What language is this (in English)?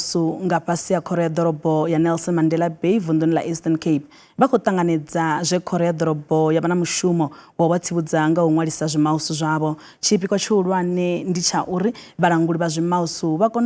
Venda